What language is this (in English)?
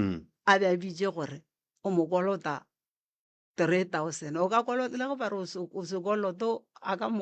Northern Sotho